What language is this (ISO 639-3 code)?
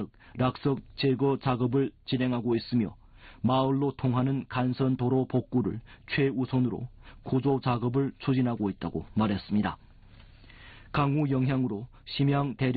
kor